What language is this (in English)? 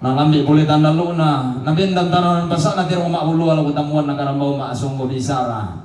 Toraja-Sa'dan